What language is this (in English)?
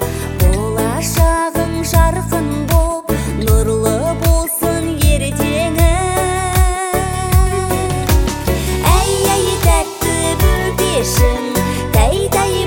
Kazakh